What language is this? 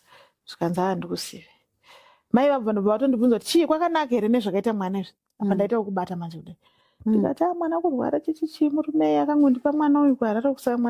Shona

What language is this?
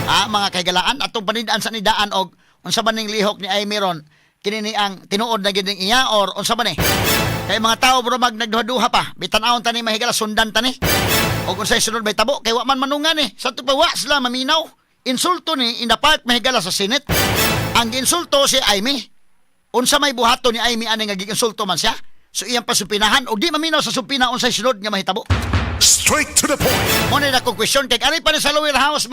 Cebuano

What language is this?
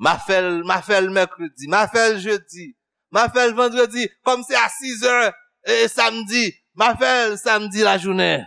Haitian Creole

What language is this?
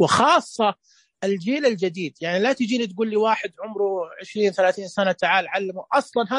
Najdi Arabic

